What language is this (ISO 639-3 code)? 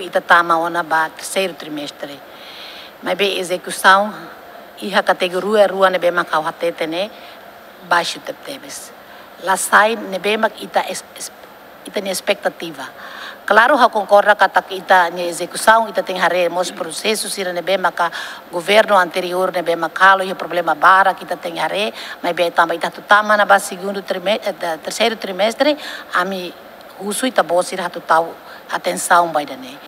tet